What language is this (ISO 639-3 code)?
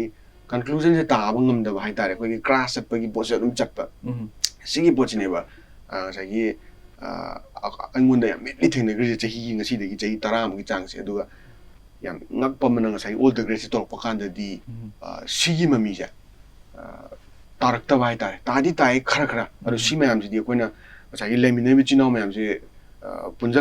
mni